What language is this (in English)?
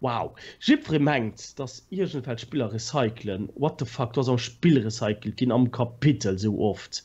Luxembourgish